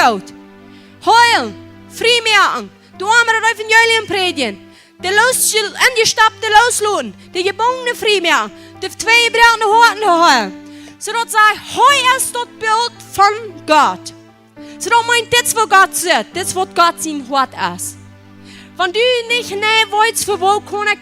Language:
Plautdietsch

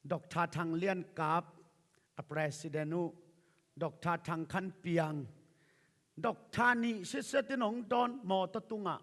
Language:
Tedim Chin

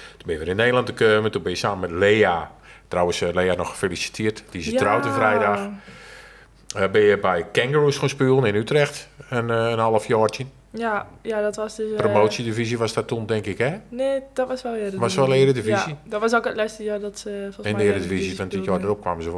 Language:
Dutch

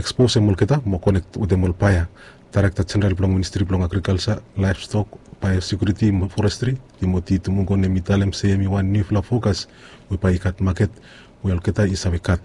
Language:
Bislama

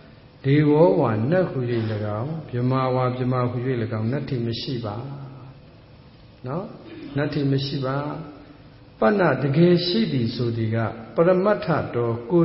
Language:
Burmese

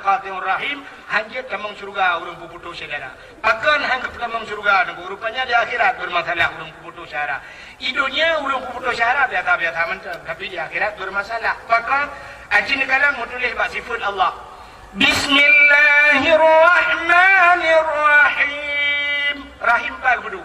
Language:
Achinese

